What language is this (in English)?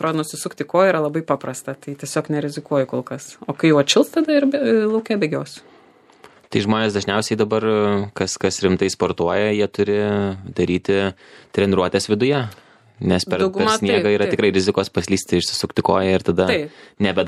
Lithuanian